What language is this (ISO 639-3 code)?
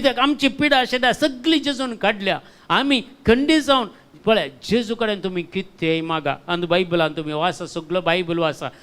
kok